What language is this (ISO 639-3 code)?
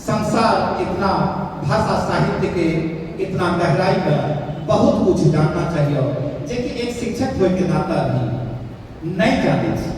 anp